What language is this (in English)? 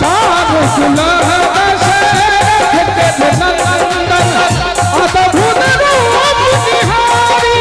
Maithili